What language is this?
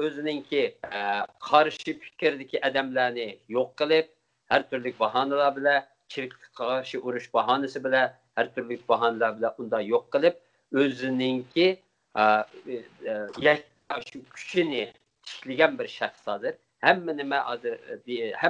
Uyghur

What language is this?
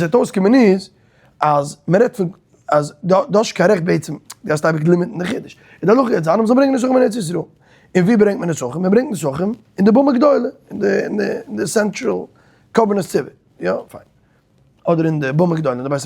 Yiddish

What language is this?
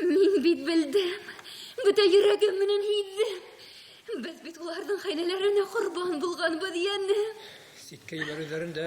Bashkir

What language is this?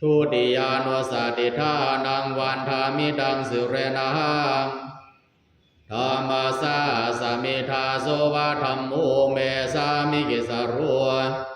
Pali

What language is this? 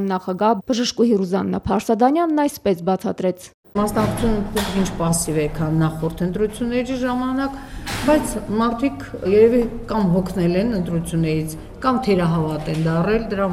Armenian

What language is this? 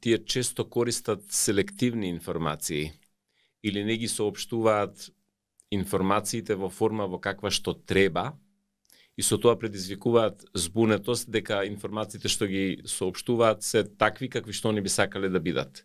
Macedonian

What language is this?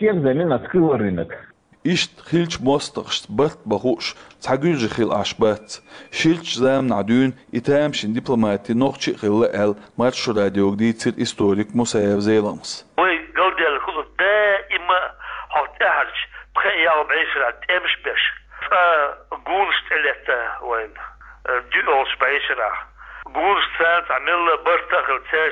Chechen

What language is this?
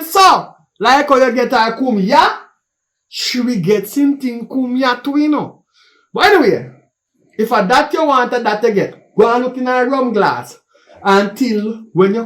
Jamaican Creole English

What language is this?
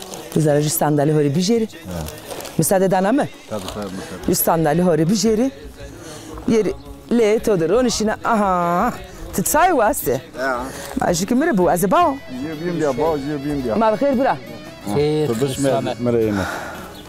Zaza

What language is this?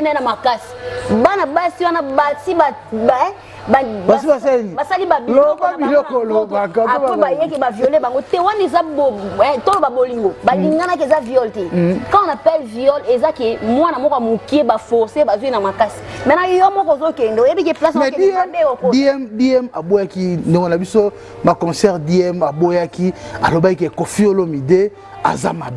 Lingala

